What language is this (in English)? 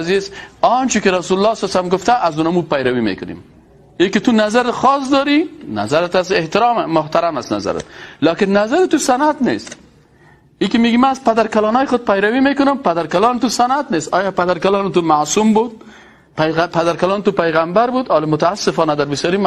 Persian